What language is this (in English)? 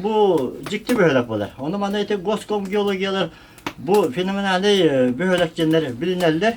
Yakut